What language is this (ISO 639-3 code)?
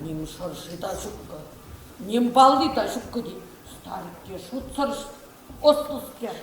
chv